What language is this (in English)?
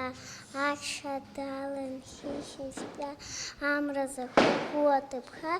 Abkhazian